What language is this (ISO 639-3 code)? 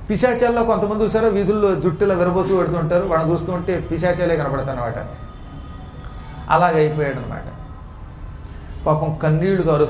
tel